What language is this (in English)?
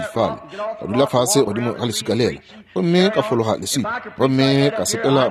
Northern Sotho